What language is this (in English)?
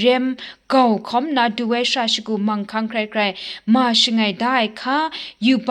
Kachin